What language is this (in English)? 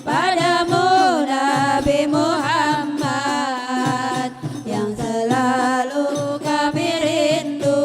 Banjar